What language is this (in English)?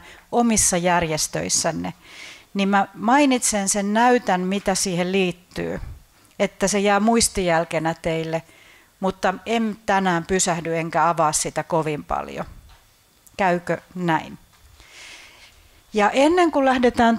Finnish